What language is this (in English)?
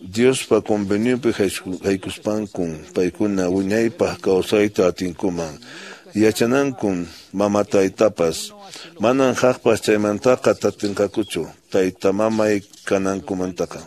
Quechua